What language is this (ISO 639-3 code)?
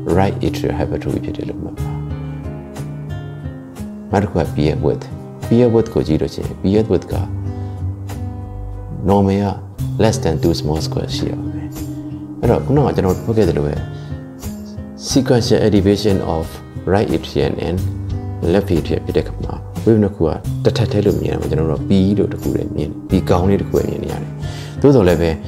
mya